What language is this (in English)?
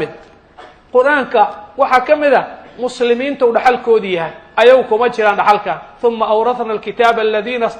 Somali